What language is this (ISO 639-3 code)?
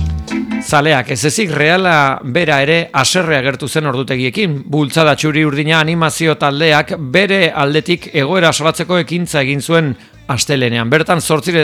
eus